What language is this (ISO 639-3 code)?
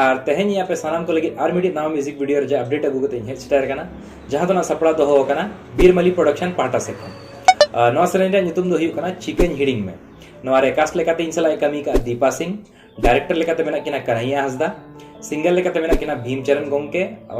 sat